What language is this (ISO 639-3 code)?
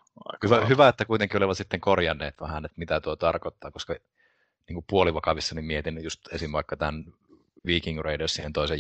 fin